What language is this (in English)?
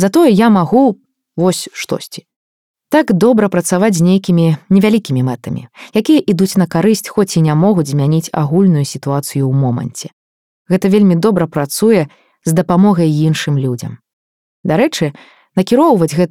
Belarusian